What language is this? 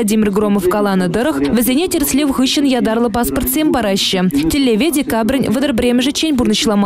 Chuvash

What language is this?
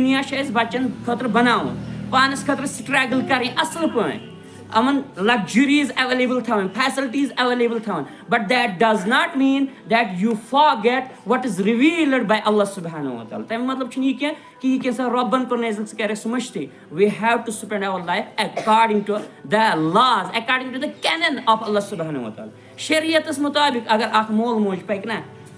Kashmiri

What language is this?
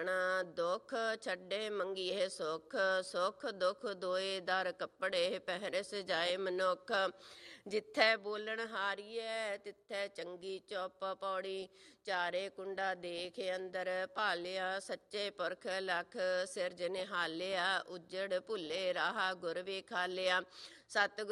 Punjabi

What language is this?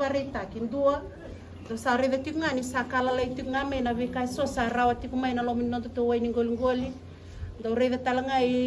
Fijian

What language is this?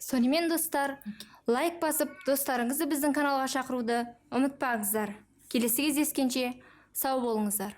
Kazakh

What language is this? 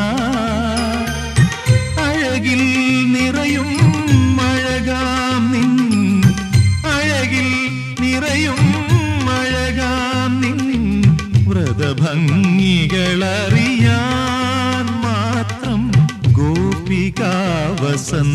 Malayalam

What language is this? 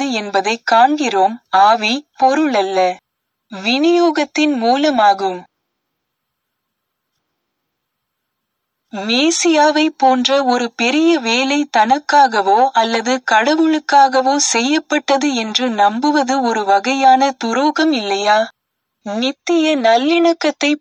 Tamil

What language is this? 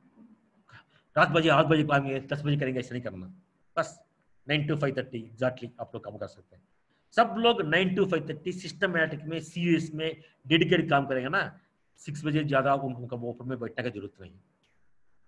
Hindi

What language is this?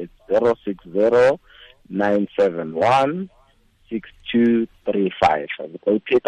Tswana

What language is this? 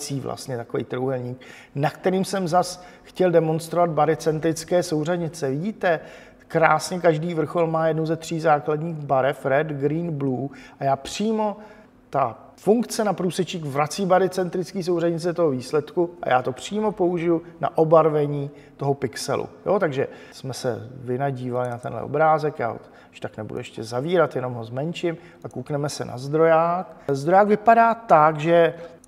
Czech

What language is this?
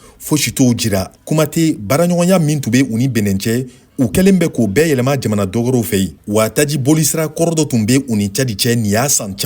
Bambara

